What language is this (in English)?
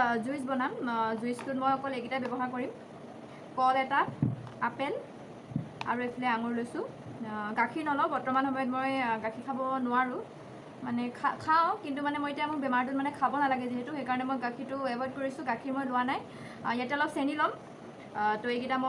Assamese